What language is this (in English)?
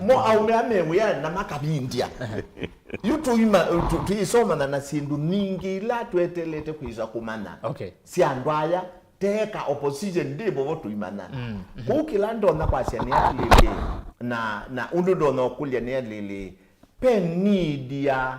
Kamba